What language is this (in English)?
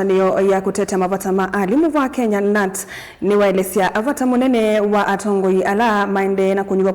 Kamba